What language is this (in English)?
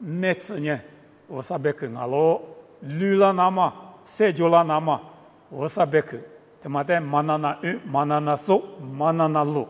Lisu